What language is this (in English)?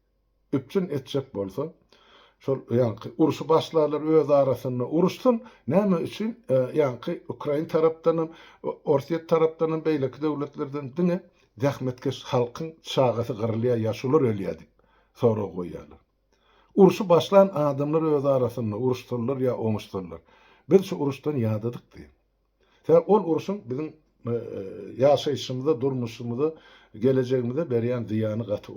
Turkmen